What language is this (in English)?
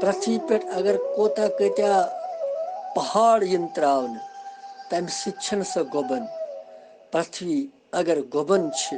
Kashmiri